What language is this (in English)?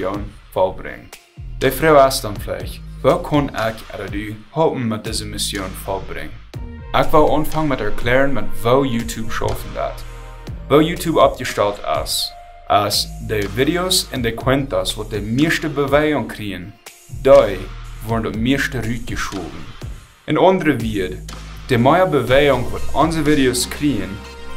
Plautdietsch